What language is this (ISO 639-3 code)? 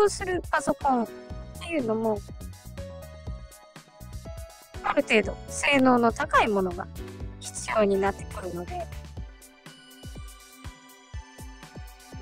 jpn